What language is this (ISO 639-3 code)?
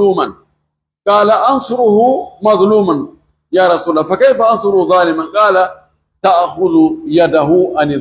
fuf